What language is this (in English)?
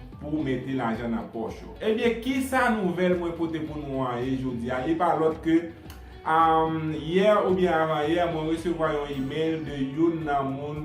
Haitian Creole